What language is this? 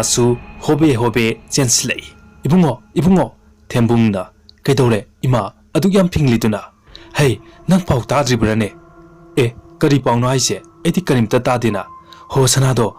Manipuri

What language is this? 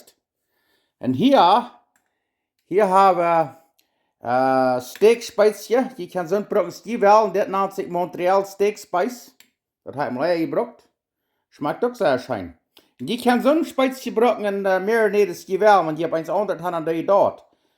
Plautdietsch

